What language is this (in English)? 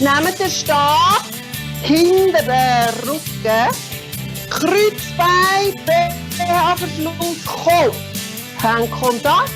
Swiss German